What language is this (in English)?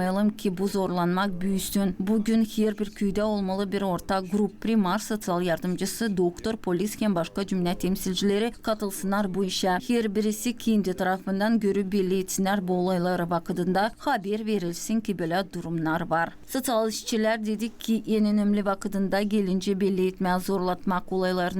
Gagauz